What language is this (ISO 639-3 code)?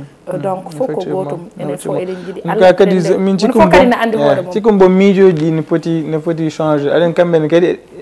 ful